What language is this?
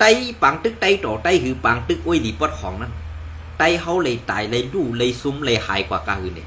Shan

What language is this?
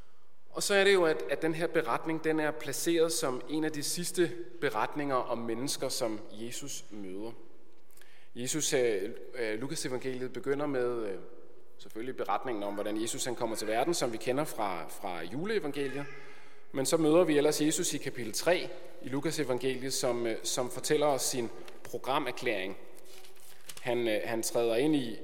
Danish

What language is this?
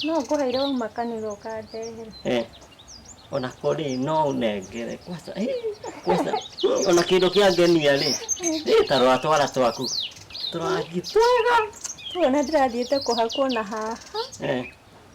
Kikuyu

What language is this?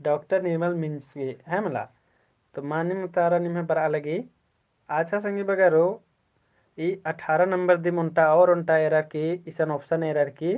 Kurukh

